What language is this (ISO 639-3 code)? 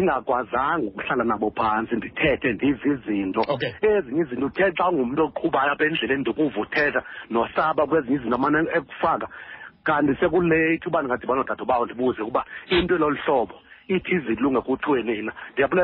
xho